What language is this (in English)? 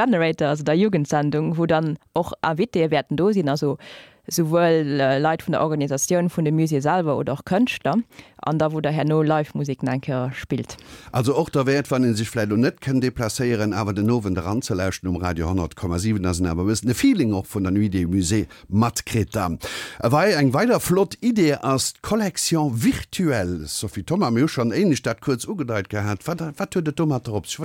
Luxembourgish